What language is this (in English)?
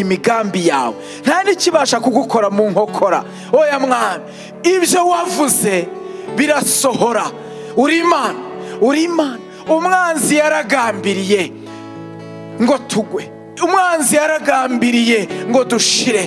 Kinyarwanda